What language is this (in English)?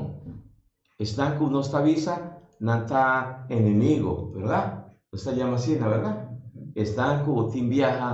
Papiamento